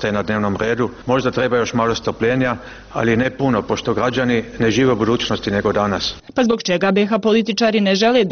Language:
Bosnian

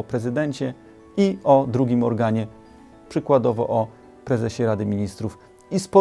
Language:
Polish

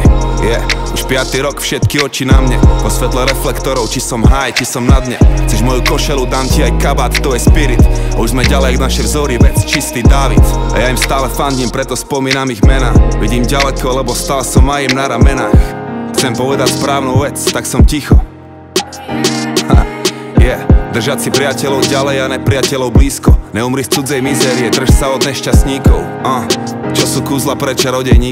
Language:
Slovak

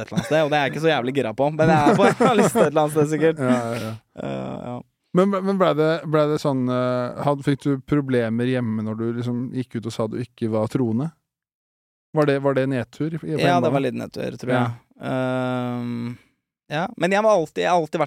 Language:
Norwegian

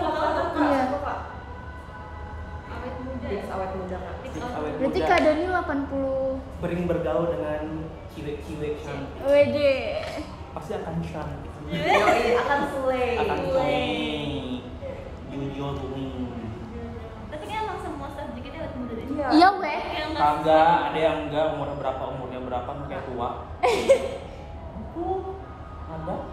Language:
Indonesian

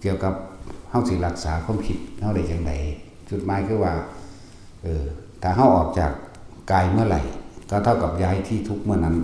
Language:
Northeastern Thai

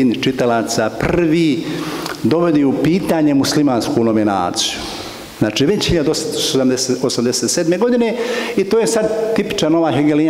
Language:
Bosnian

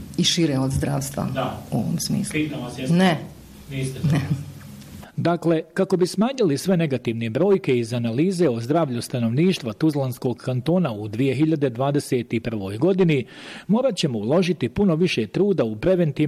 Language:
Bosnian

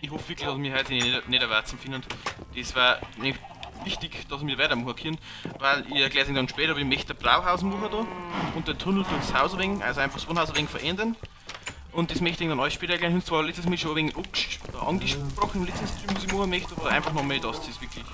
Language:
Bavarian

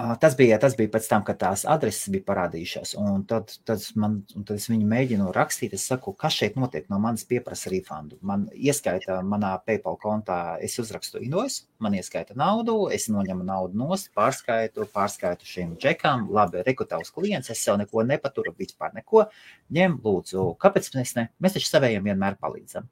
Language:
Latvian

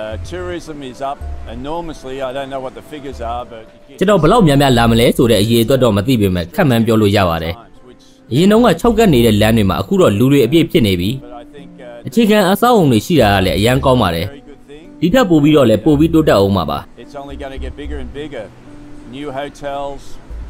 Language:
Burmese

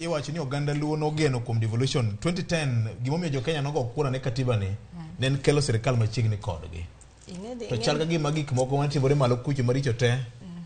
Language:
Luo (Kenya and Tanzania)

